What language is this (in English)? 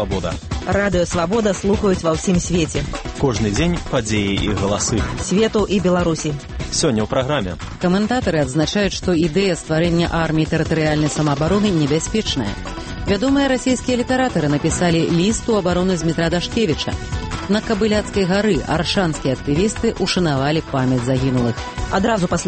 Belarusian